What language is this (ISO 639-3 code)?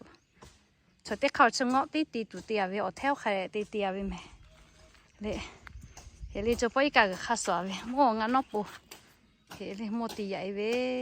lhu